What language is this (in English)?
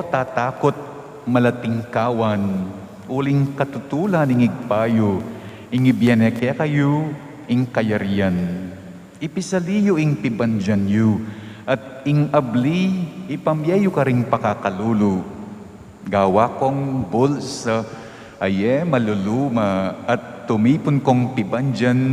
Pampanga